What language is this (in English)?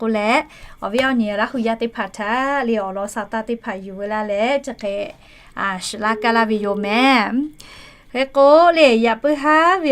Lahu